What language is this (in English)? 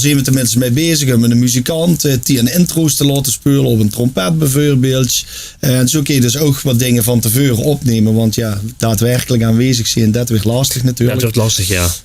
Limburgish